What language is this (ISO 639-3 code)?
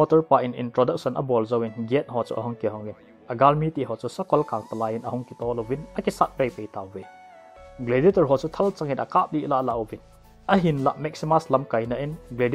tcz